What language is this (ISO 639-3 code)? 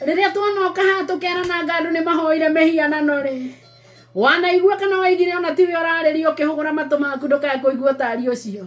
kik